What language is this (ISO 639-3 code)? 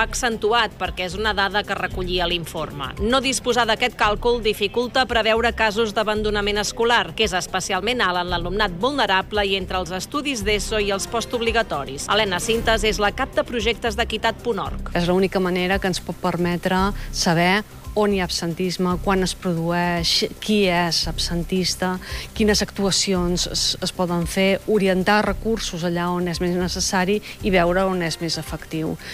cat